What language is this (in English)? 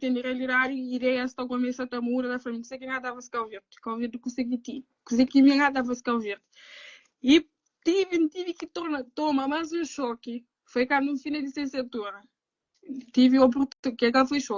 Kabuverdianu